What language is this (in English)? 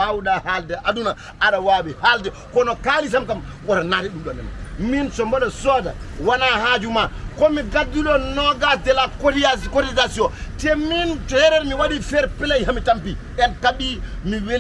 Fula